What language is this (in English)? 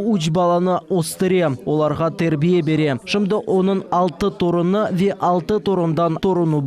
Crimean Tatar